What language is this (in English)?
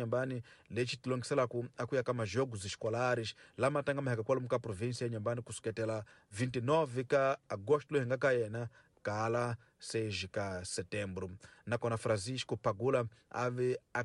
Tsonga